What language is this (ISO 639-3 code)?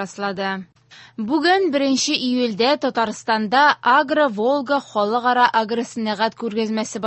tat